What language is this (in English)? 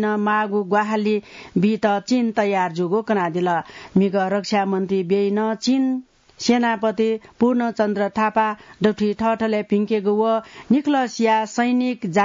Newari